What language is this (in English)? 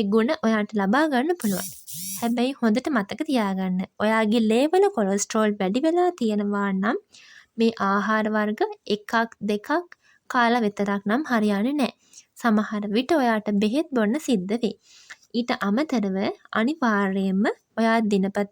Sinhala